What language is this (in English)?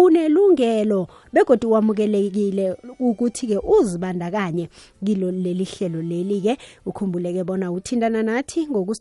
South Ndebele